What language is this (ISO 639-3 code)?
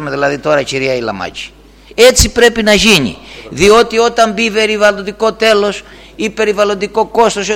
ell